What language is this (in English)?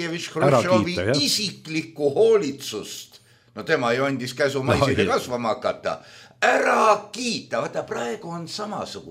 Estonian